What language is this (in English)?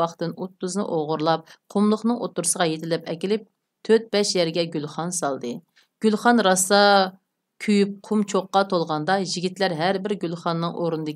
Uyghur